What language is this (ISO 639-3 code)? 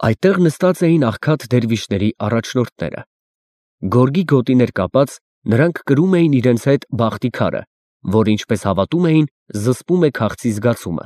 hye